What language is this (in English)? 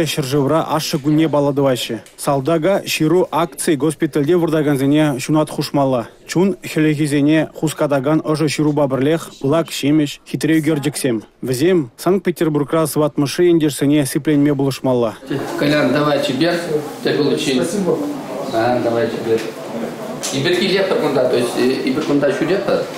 Chuvash